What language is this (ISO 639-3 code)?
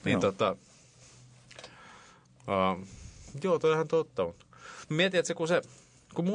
fin